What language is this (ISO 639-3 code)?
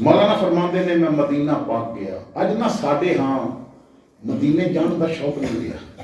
lah